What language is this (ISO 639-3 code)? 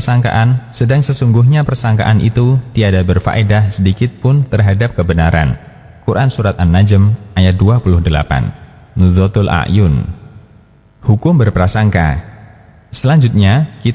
ind